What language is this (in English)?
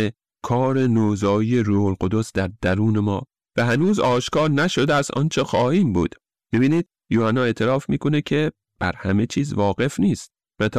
Persian